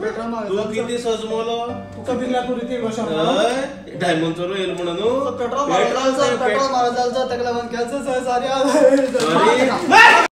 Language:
Konkani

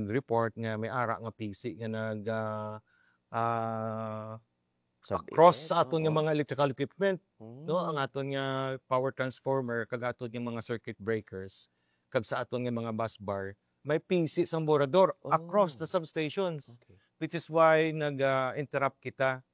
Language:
Hiligaynon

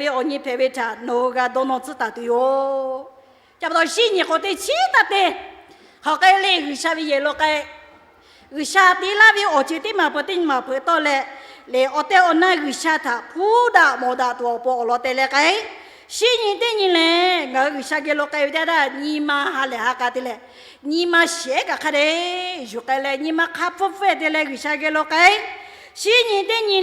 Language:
Lahu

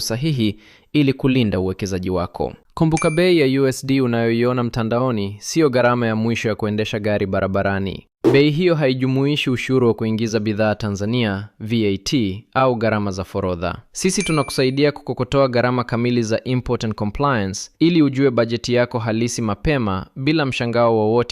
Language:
Swahili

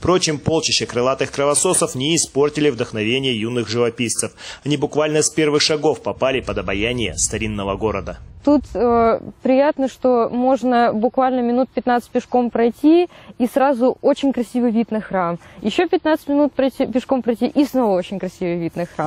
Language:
Russian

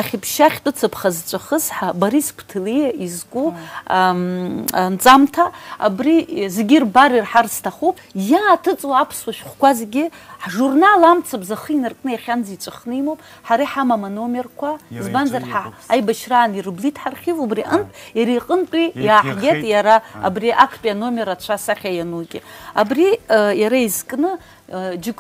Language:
Abkhazian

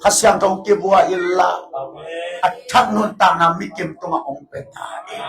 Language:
Tedim Chin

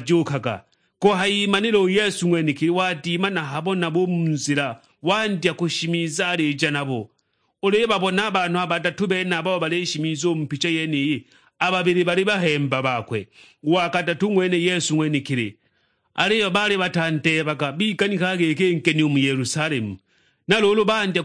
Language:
Sukuma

